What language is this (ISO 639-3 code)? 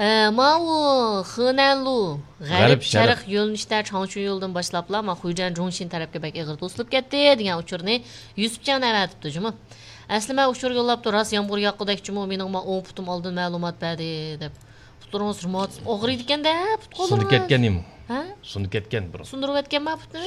uig